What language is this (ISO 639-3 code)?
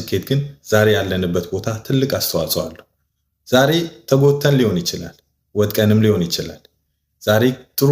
amh